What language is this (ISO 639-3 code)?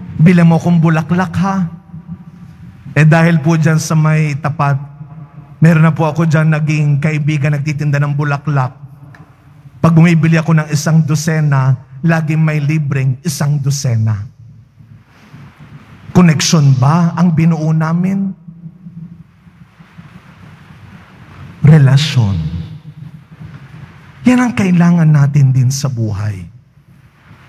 fil